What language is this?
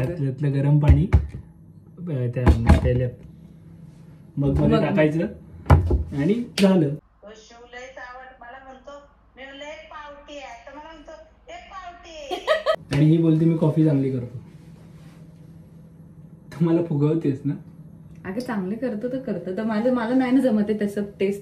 Marathi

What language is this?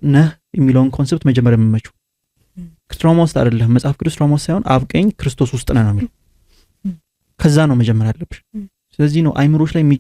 Amharic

